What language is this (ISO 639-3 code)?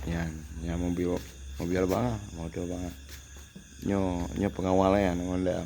ace